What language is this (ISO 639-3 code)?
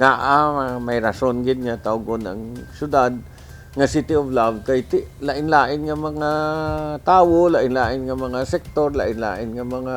hil